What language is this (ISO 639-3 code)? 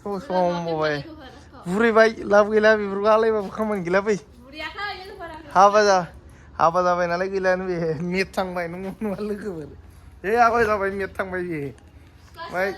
brx